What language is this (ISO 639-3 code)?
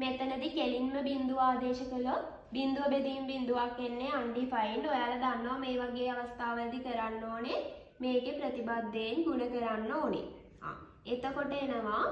sin